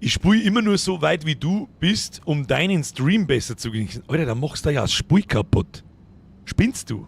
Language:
Bavarian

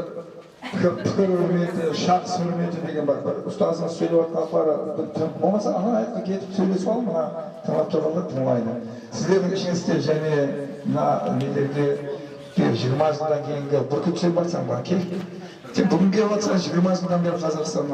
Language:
Kara-Kalpak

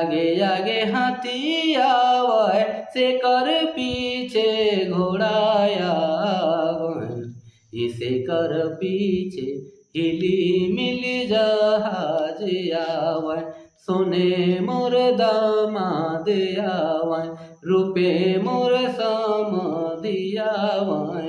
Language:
Sadri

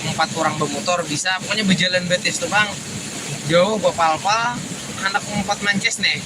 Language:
Banjar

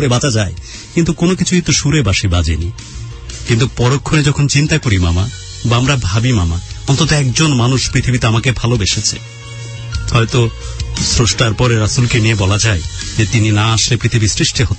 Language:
Bangla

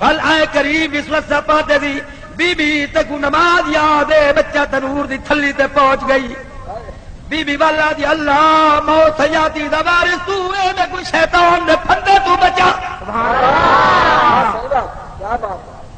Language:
Saraiki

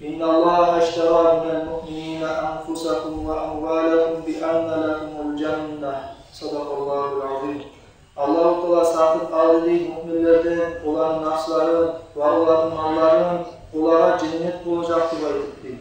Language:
Kumyk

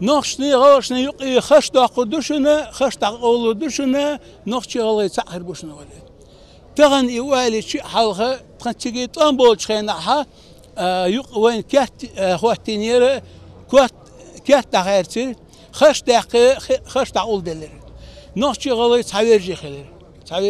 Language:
Ingush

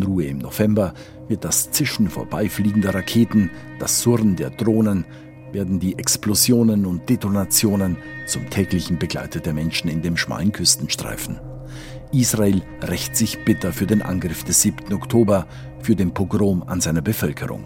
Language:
German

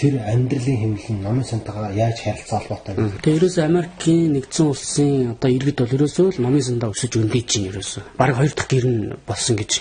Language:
Mongolian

